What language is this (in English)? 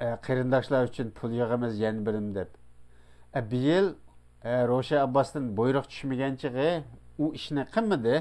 Uyghur